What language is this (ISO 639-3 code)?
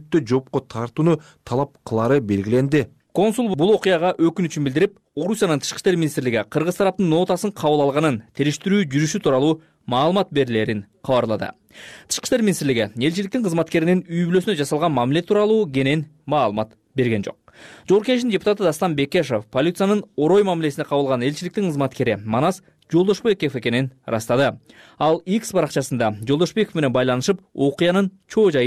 kir